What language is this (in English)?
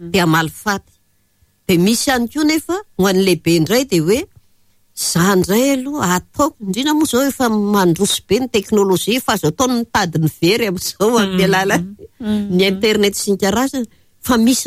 Malagasy